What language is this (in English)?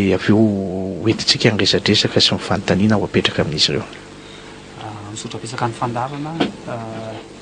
Malagasy